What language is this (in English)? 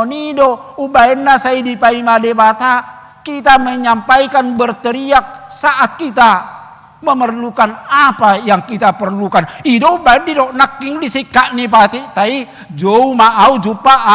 Batak Toba